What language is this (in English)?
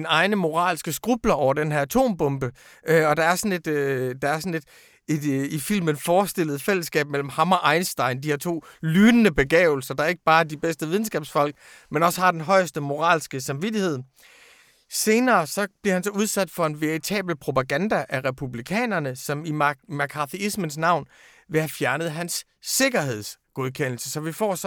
Danish